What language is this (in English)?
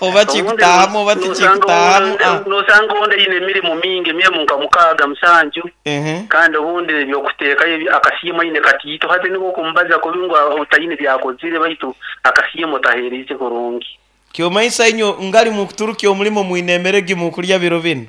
Nyankole